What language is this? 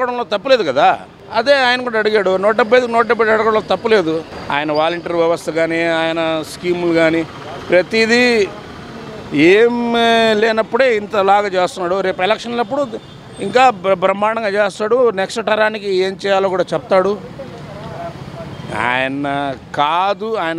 Telugu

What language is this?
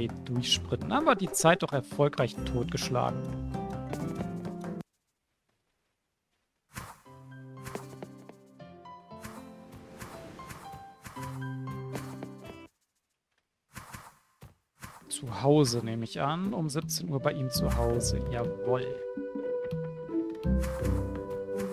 German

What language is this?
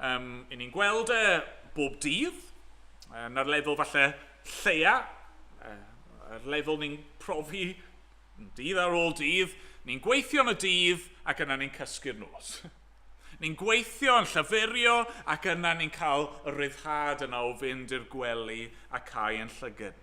Welsh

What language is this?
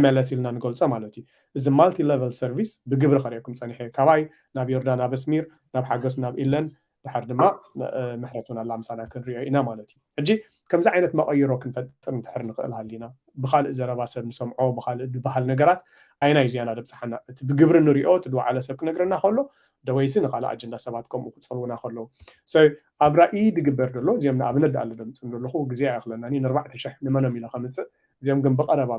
Tigrinya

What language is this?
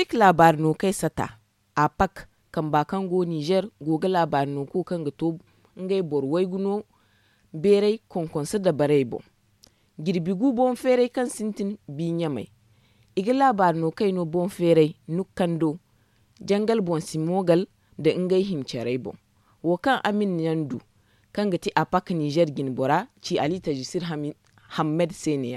Zarma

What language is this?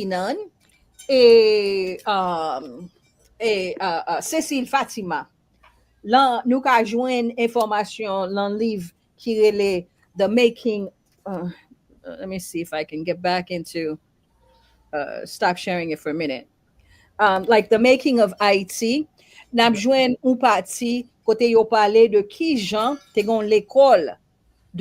Haitian Creole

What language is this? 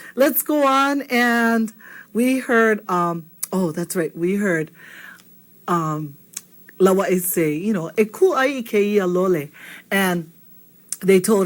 Hawaiian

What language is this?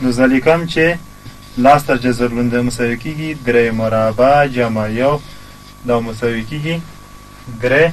Pashto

